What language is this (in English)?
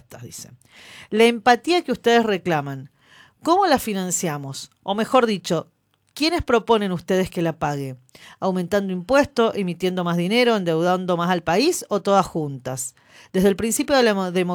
Spanish